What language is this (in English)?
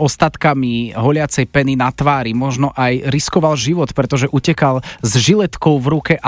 Slovak